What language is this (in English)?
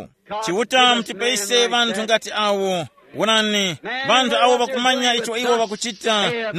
Tumbuka